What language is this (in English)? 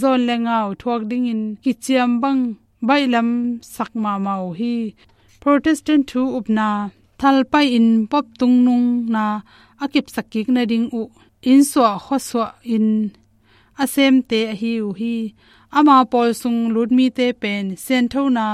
Tedim Chin